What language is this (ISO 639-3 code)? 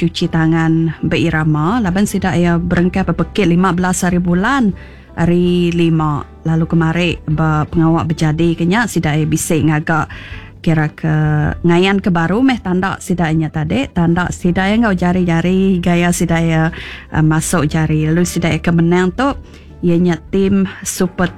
iba